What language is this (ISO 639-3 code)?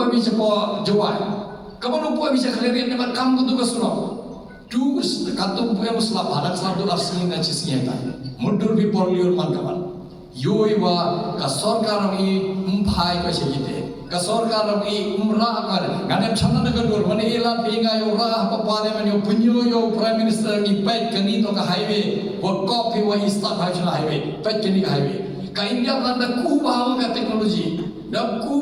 kha